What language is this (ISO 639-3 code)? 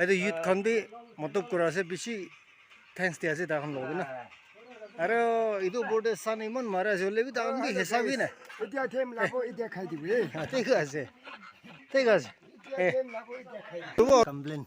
nag